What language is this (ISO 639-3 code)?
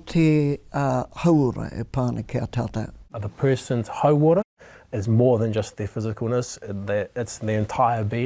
mri